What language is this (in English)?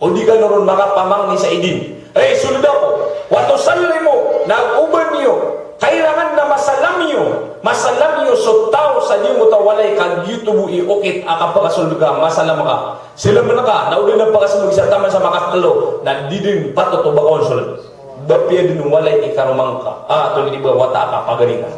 Maranao